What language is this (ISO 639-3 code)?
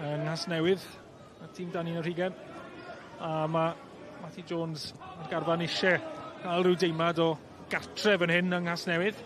cym